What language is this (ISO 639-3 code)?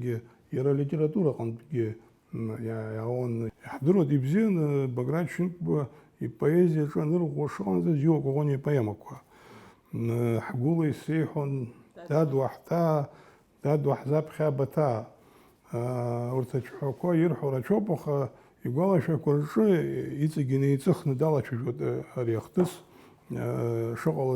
abk